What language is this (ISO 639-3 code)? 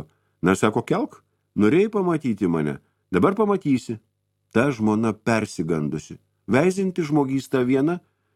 lit